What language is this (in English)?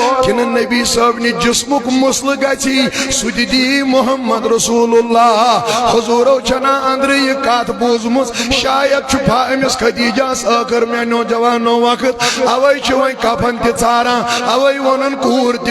Kashmiri